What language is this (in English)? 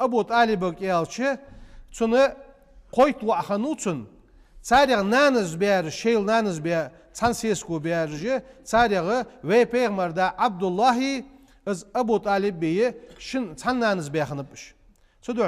Ingush